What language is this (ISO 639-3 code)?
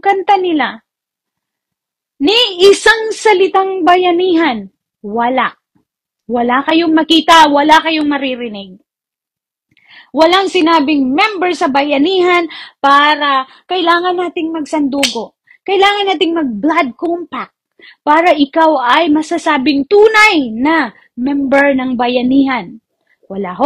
fil